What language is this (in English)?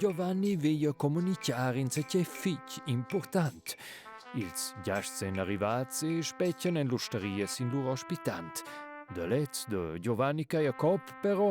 Romansh